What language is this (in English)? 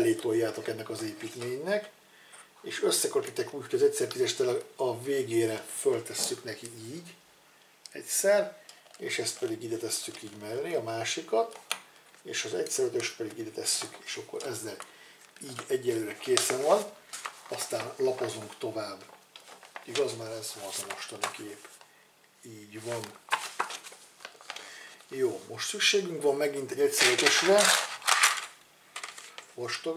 Hungarian